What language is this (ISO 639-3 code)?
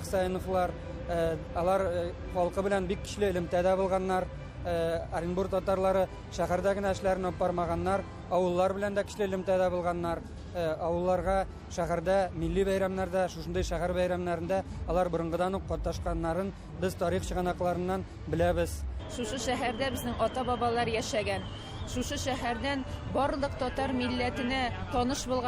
tat